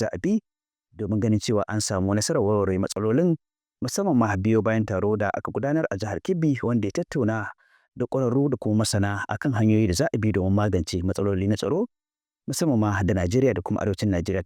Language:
Hausa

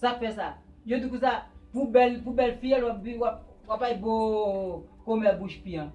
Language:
Haitian Creole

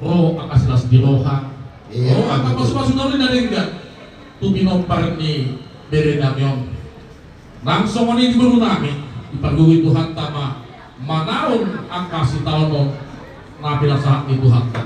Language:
Batak Toba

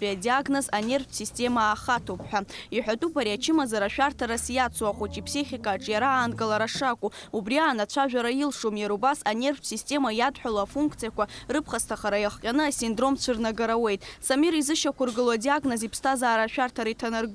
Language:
Abkhazian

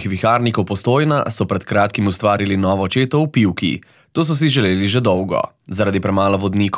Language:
Slovenian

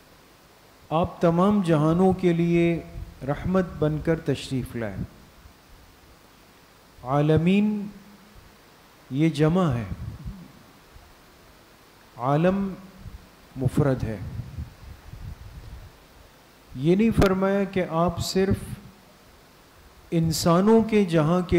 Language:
Urdu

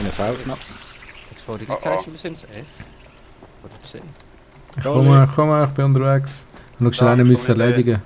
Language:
Swiss German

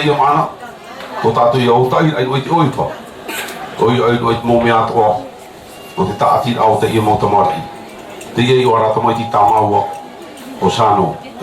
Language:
Tahitian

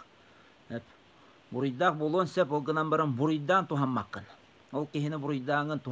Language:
Yakut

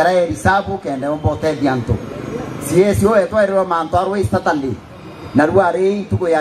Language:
Meru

